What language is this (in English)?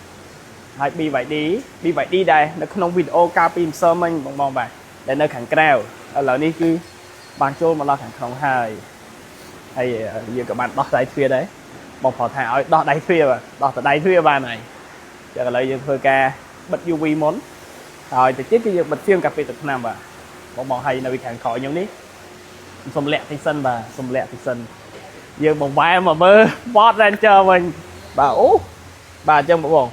Khmer